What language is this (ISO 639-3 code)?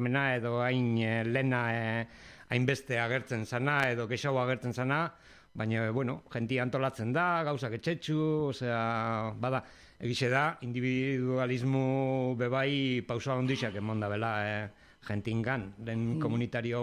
eus